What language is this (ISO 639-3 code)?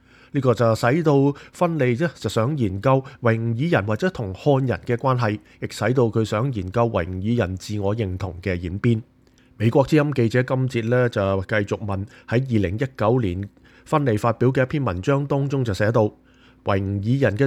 yue